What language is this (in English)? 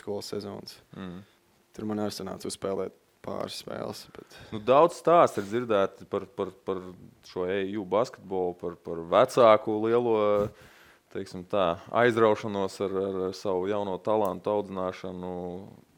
Latvian